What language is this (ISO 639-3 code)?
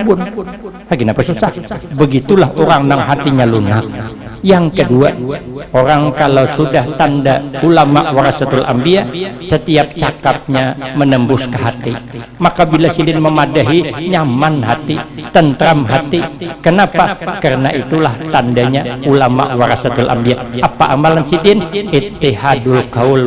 bjn